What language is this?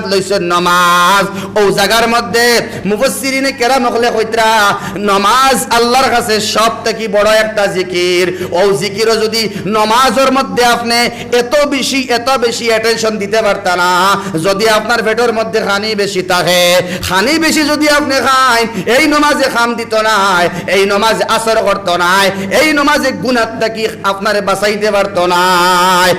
Sylheti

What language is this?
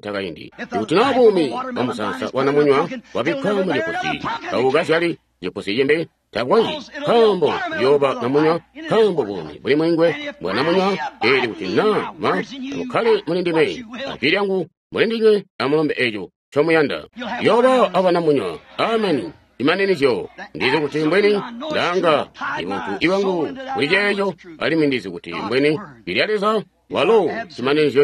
Tonga (Zambia)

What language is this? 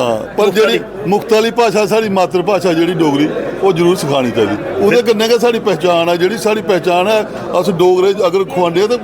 Dogri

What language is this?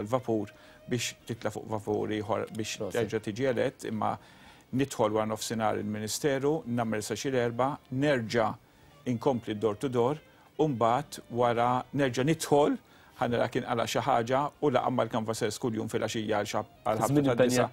Maltese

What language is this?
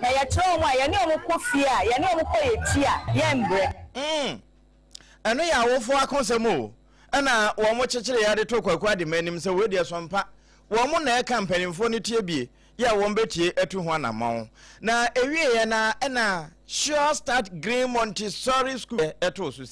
Akan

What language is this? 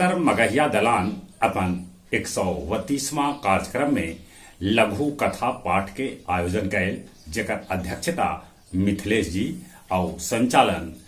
Magahi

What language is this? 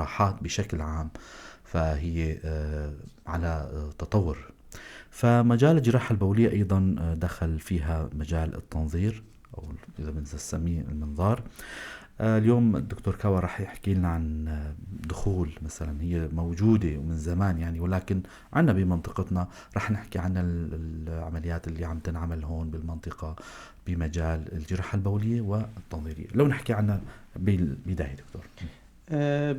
North Levantine Arabic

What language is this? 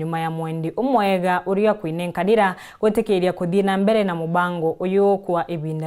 Meru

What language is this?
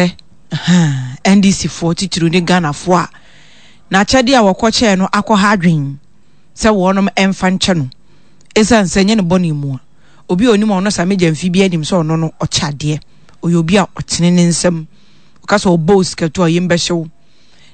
Akan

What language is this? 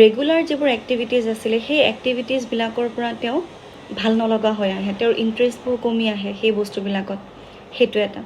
Assamese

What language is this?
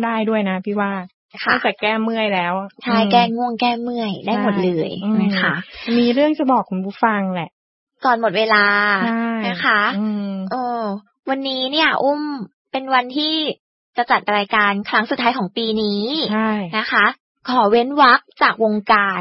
Thai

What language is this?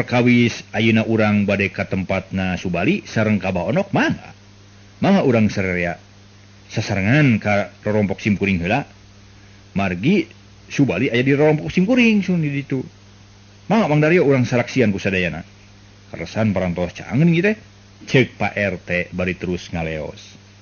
Sundanese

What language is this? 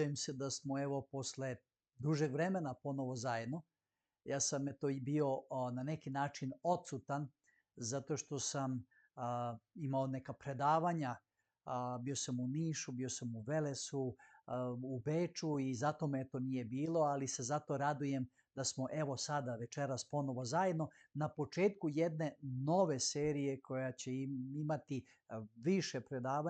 Macedonian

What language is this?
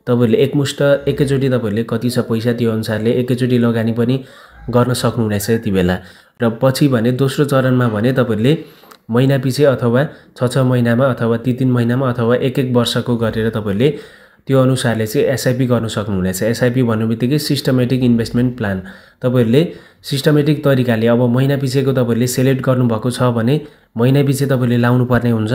Nepali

